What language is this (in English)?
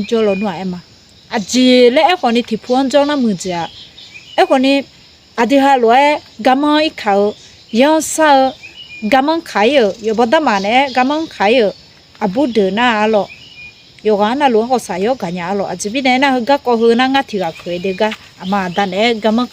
Akha